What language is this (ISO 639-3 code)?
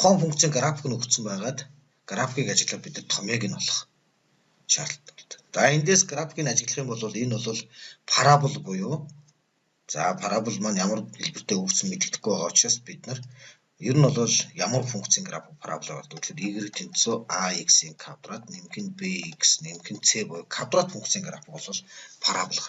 mon